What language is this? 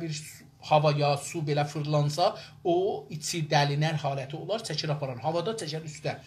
South Azerbaijani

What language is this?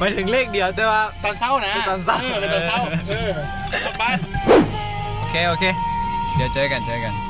Lao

